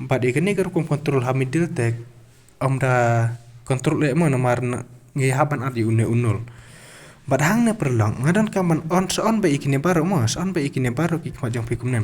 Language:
Khasi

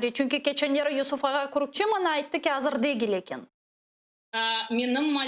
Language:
Crimean Tatar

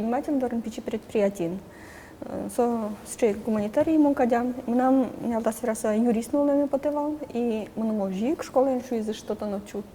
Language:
Udmurt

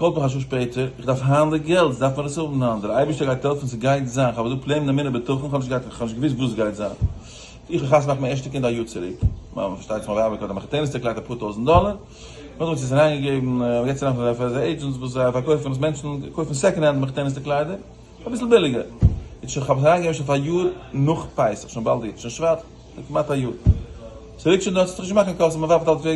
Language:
Yiddish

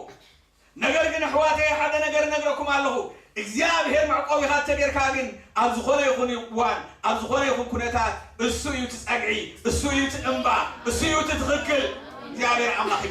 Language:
Tigrinya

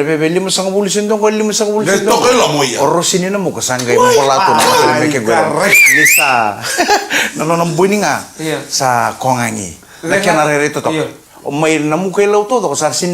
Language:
Fijian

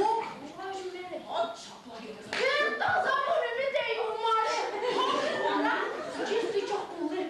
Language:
Chuvash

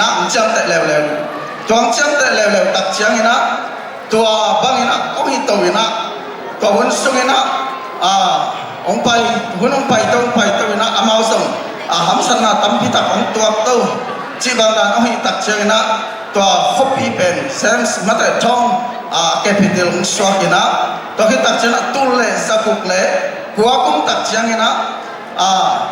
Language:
Tedim Chin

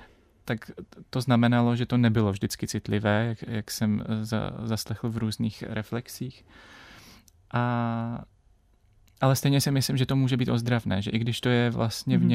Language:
Czech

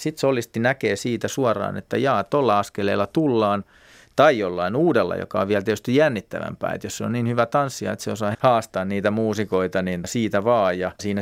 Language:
Finnish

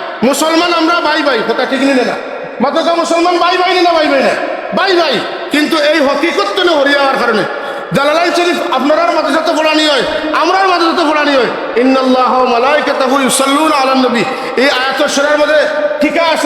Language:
Sylheti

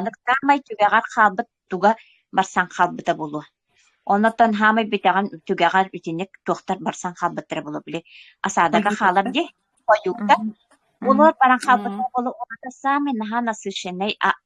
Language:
Yakut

